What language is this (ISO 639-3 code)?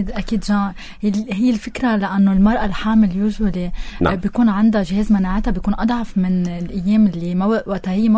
apc